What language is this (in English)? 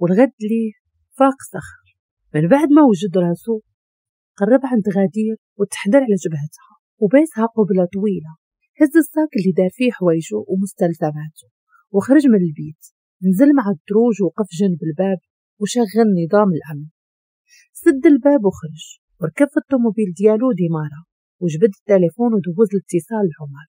Moroccan Arabic